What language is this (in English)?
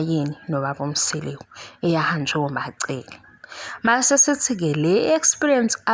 Zulu